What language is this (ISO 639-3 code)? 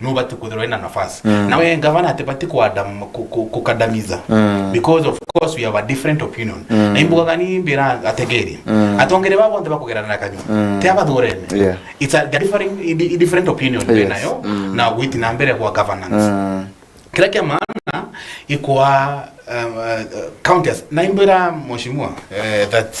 mer